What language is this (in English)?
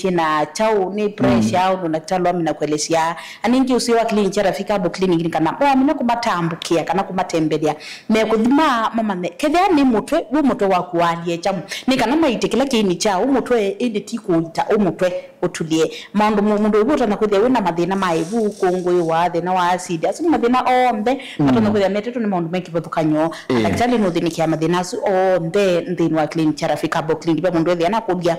Kamba